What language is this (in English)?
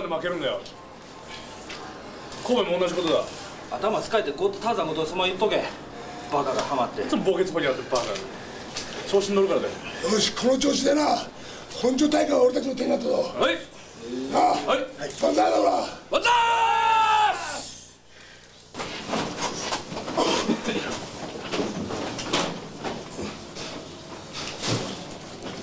Japanese